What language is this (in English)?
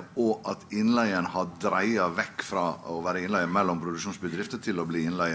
Norwegian